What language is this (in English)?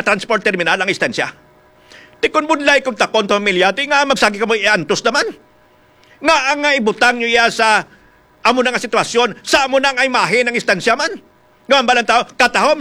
Hiligaynon